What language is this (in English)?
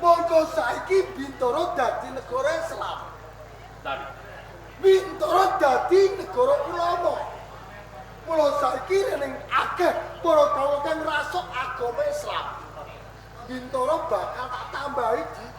Javanese